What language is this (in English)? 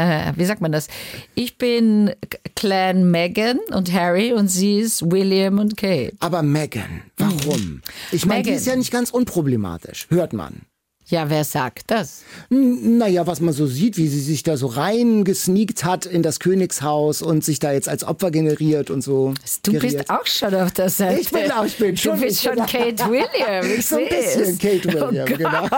German